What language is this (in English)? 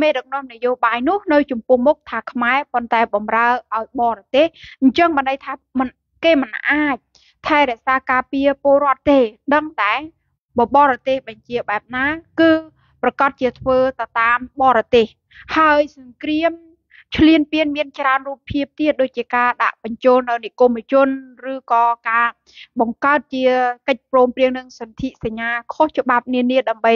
Khmer